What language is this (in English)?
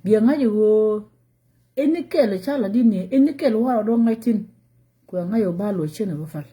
Nuer